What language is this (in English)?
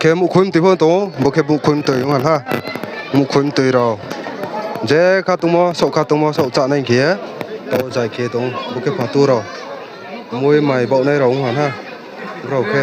Riang (India)